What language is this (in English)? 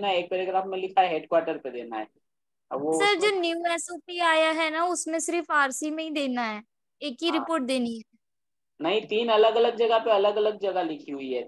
Hindi